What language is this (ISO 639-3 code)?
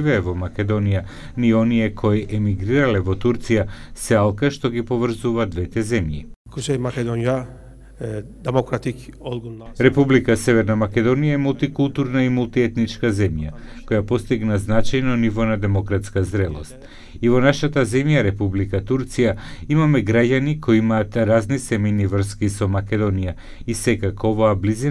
mkd